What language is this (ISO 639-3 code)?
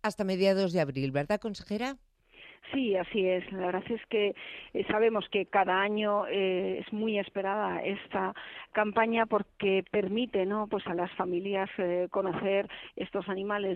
spa